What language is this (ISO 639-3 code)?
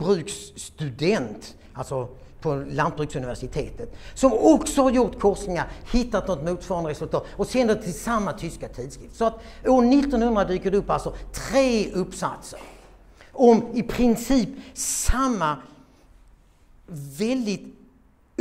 swe